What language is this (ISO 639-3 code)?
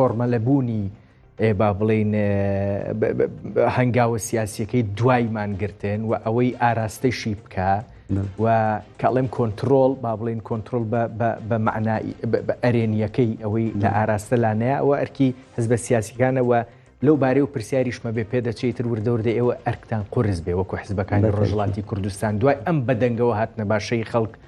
ckb